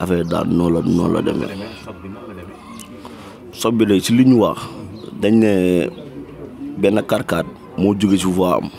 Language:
Wolof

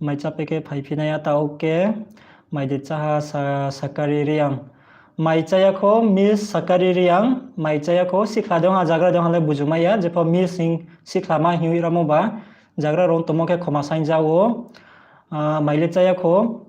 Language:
Riang (India)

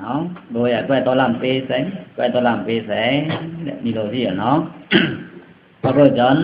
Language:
Pa'o Karen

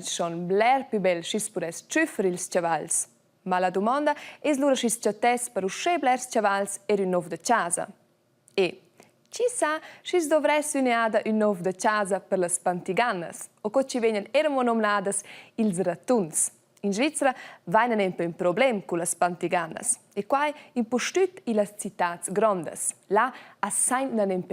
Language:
Romansh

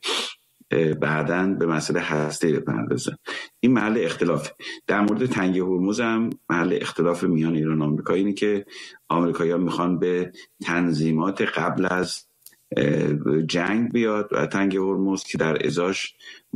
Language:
Persian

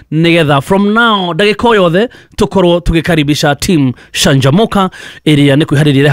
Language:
Kikuyu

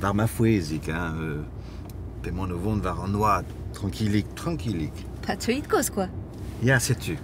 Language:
Breton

